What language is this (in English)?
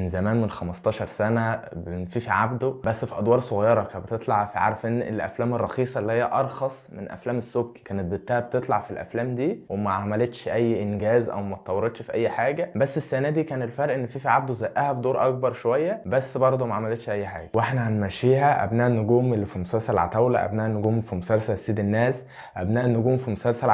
Egyptian Arabic